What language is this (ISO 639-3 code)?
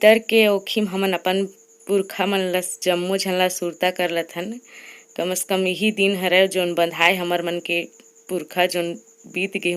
hne